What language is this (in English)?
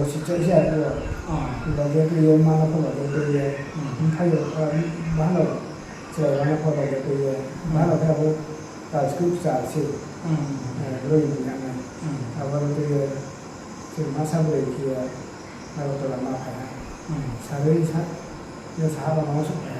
Riang (India)